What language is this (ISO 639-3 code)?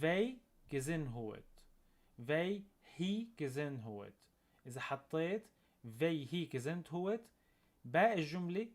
apc